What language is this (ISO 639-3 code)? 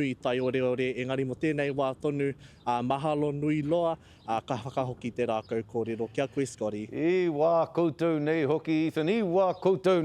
mri